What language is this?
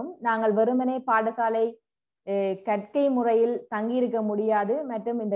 Tamil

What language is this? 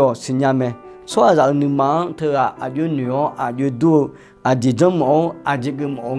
Akha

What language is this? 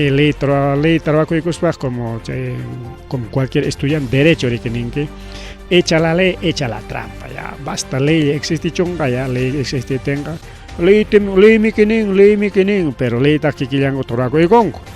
Ayacucho Quechua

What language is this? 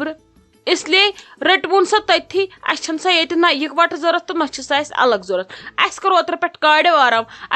Kashmiri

